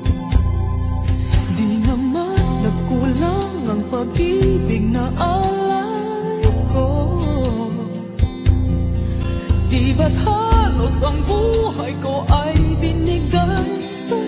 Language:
Filipino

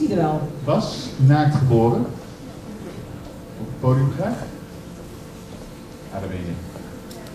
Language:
Dutch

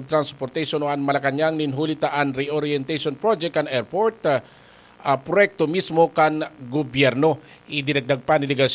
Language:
Bikol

